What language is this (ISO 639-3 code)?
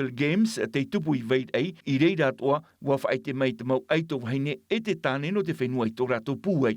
tah